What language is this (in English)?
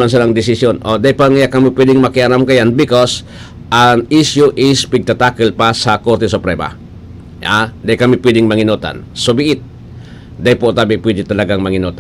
Bikol